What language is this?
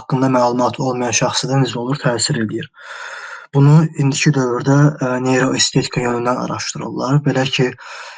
Azerbaijani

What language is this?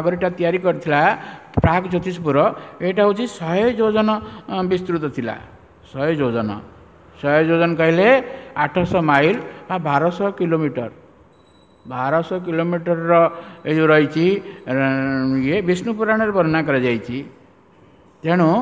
Odia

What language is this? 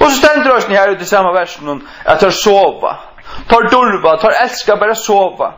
Faroese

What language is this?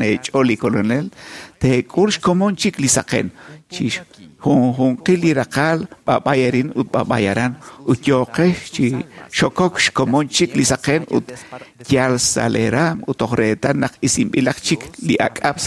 Kekchí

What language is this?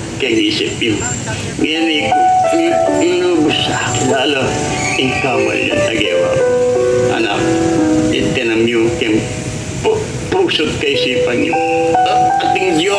Pampanga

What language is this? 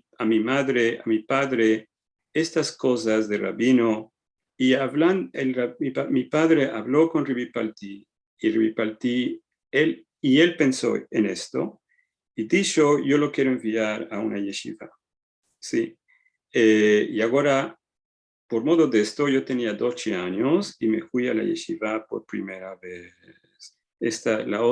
Ladino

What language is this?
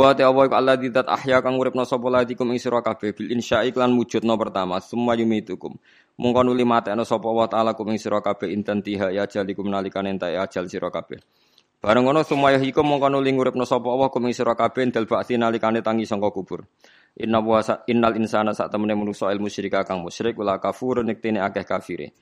Javanese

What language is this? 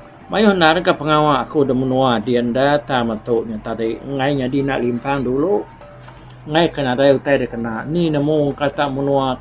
Iban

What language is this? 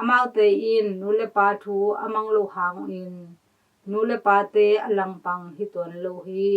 Tedim Chin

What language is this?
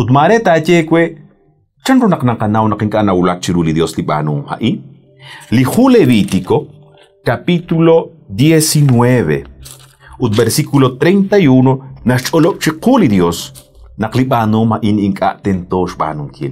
Kekchí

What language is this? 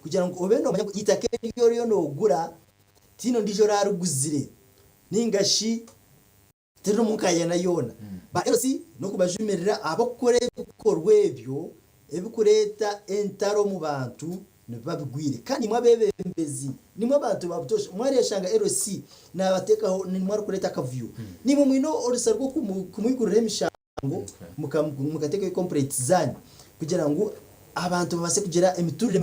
Nyankole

